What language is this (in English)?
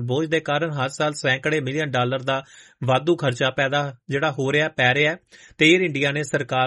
Punjabi